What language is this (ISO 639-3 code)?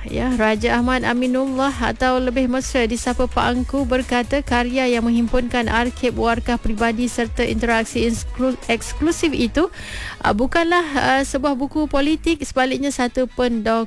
msa